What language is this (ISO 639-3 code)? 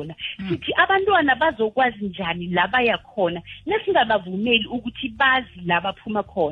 nbl